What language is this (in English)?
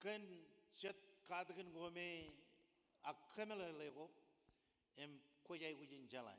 Marshallese